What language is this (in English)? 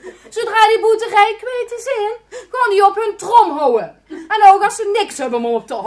Limburgish